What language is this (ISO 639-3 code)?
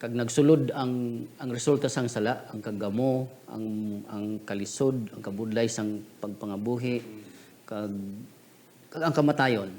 hil